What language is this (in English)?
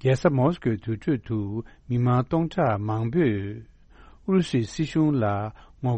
Tibetan